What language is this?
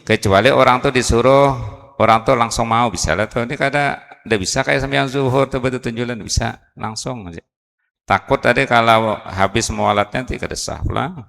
Banjar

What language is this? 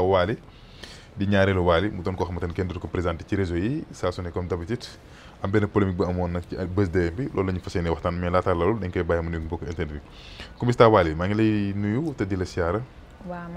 Wolof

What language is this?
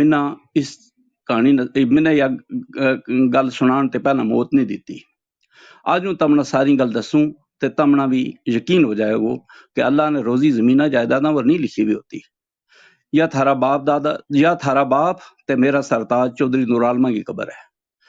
Gujari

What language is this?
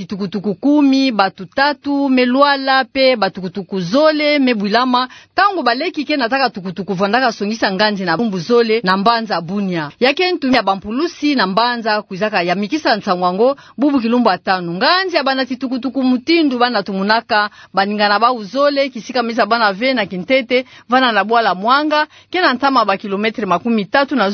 Kituba (Democratic Republic of Congo)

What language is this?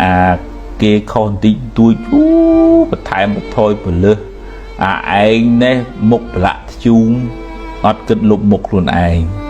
Khmer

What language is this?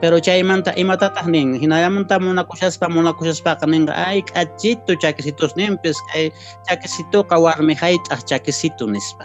Quechua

